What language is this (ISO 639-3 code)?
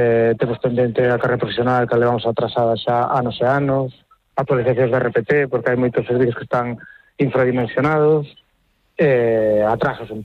glg